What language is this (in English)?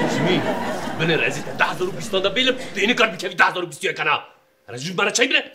Kurdish